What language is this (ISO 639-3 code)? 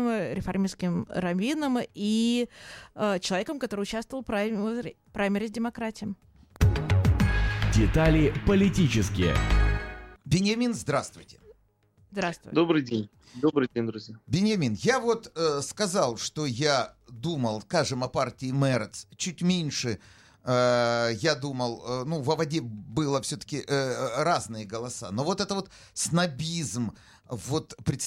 rus